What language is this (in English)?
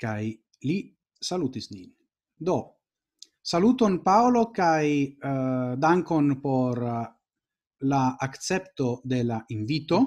Esperanto